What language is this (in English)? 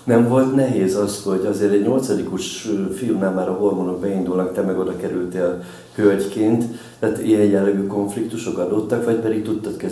Hungarian